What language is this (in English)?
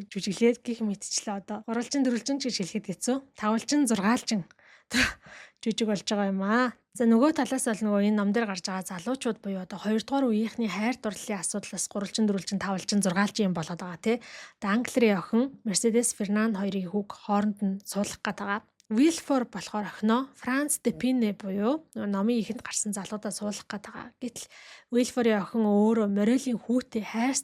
Mongolian